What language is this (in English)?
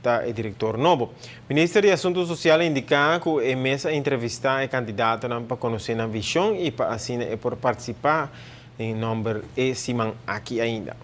Papiamento